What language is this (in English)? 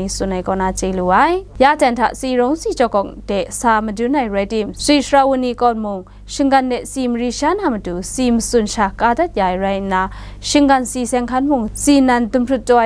Kachin